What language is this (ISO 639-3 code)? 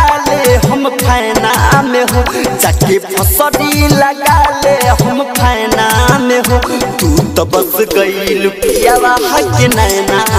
bho